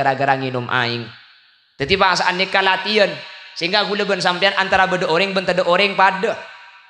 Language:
Madurese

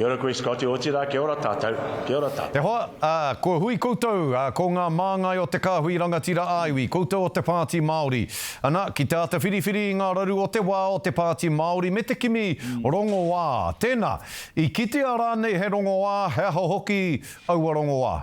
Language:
Māori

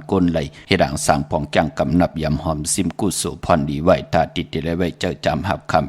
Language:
Shan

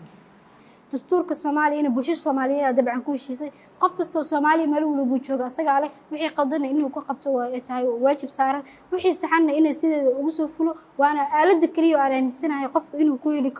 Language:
Somali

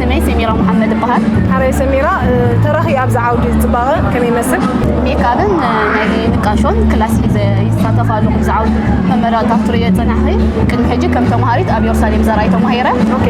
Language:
Tigrinya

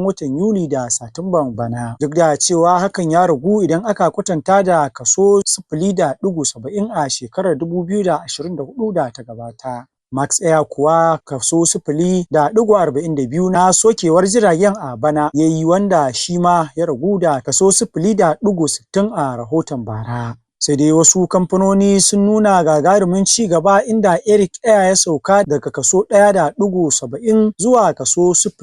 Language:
Hausa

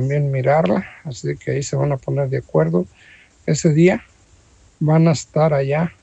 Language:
Spanish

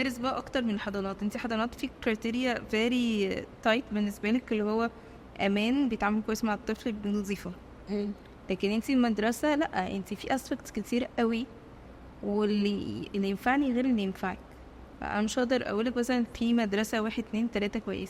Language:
Egyptian Arabic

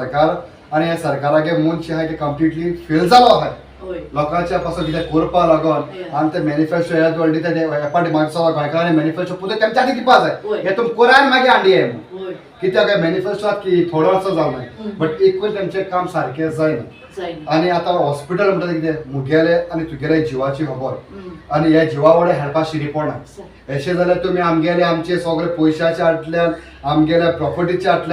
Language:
Konkani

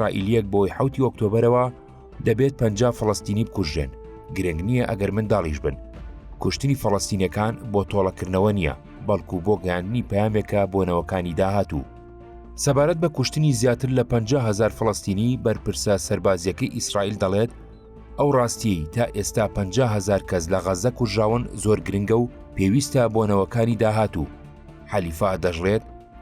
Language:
Central Kurdish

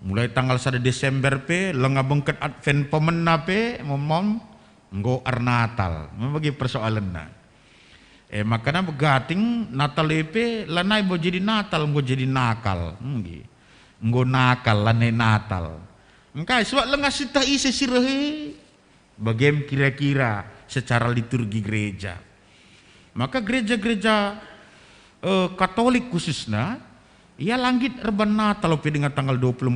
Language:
Batak Karo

